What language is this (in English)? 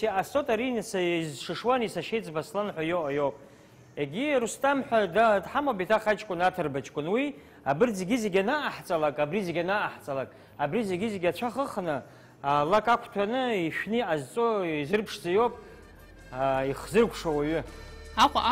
Abkhazian